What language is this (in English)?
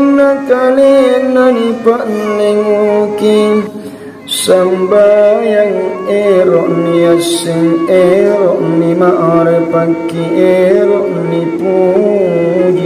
Makasar